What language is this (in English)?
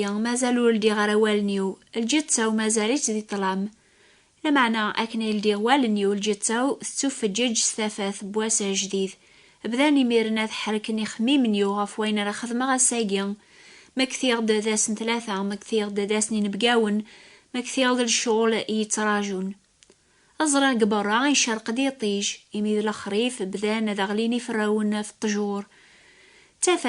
Kabyle